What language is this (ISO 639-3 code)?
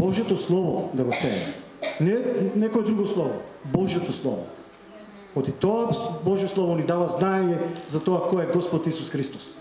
mkd